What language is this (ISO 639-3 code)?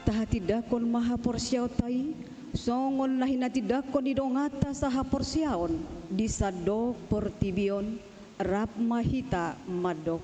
bbc